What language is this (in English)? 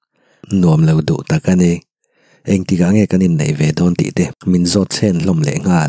Mizo